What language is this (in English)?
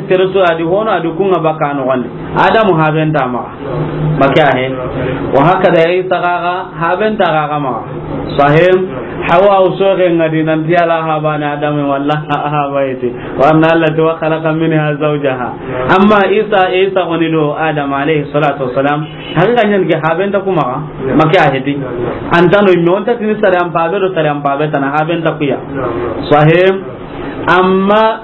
Soninke